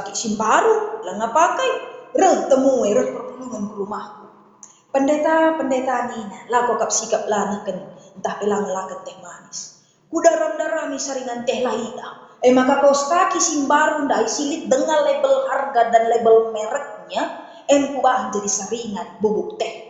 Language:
Batak Karo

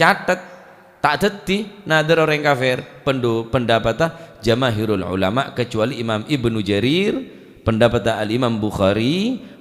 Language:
Madurese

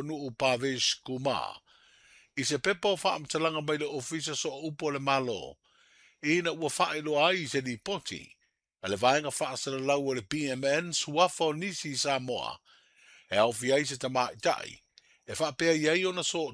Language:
Samoan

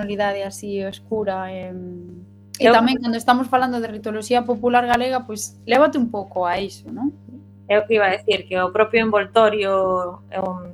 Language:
Galician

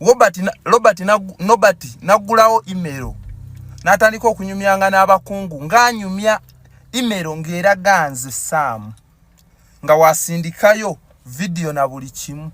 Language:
Ganda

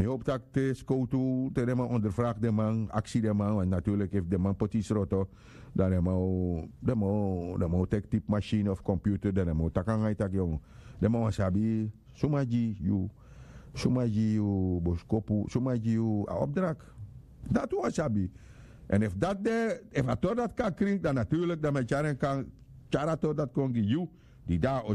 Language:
Sranan Tongo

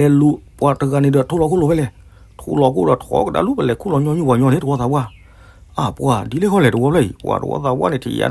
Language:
S'gaw Karen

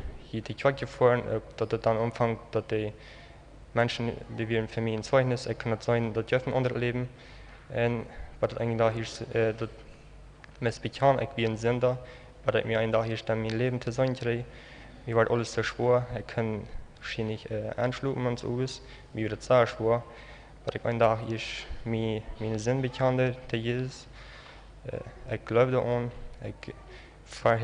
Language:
Plautdietsch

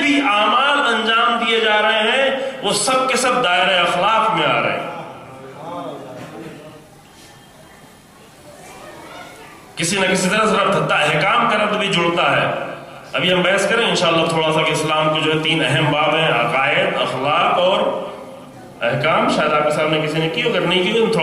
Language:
Urdu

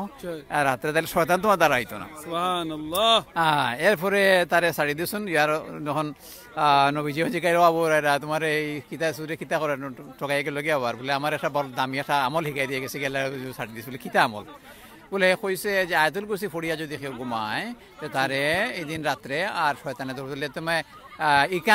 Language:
Sylheti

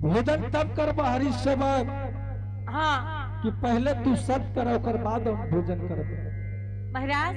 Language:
Angika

